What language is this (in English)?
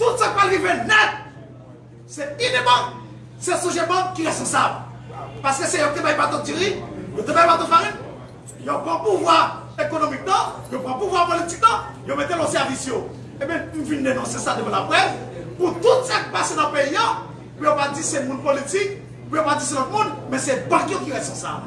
Haitian Creole